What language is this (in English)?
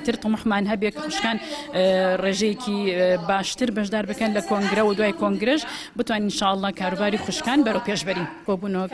Central Kurdish